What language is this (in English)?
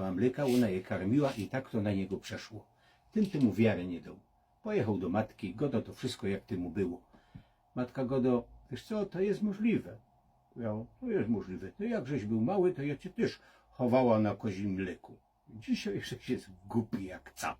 Silesian